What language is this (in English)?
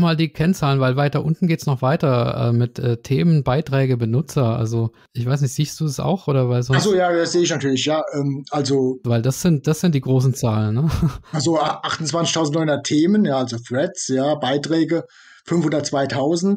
German